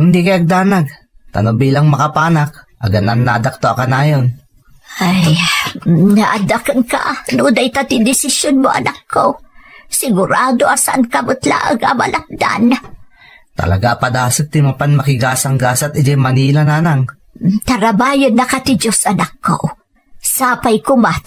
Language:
Iloko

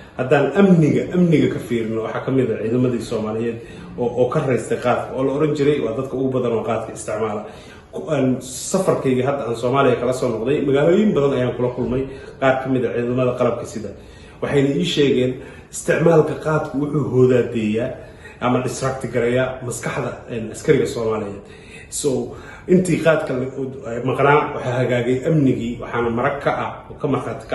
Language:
Somali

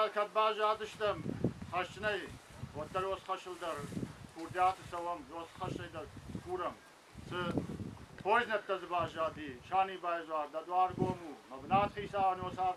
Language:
Ossetic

